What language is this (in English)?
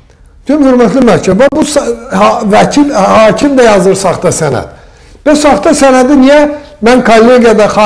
Azerbaijani